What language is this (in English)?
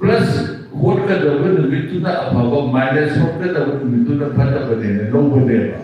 Manipuri